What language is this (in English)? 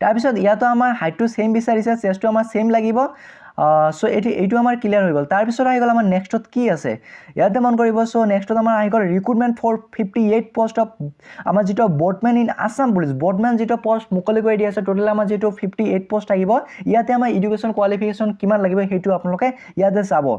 Assamese